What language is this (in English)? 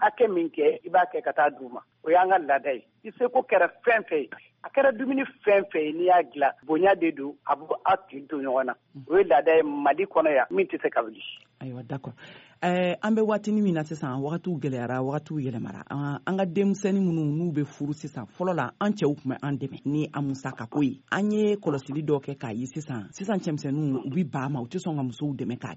Bambara